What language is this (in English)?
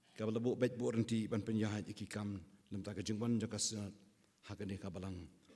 Khasi